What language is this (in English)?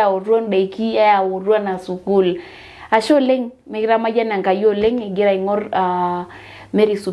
Masai